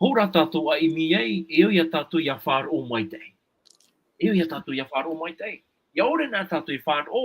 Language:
Tahitian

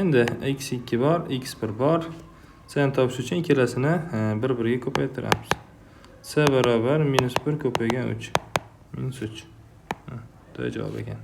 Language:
Uzbek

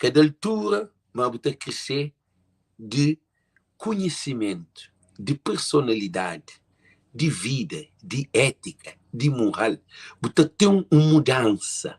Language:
Kabuverdianu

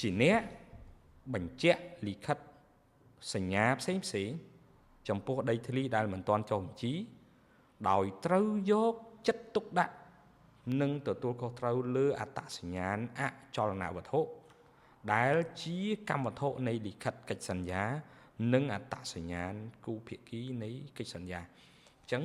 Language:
Khmer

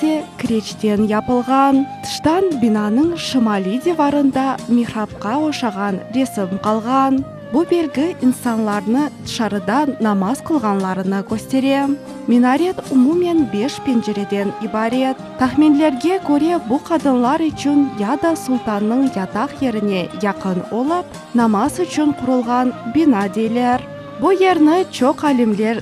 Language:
Crimean Tatar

